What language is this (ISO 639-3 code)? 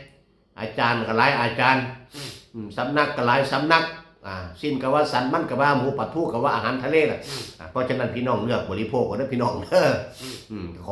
tts